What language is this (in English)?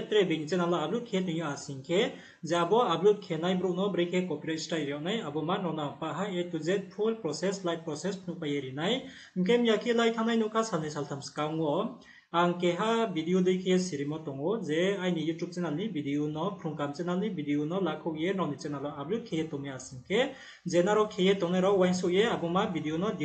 Riang (India)